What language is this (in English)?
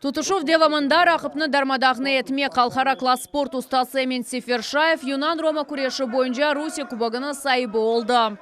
Crimean Tatar